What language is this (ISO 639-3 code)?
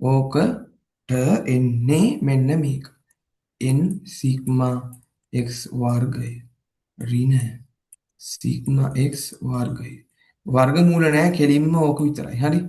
sin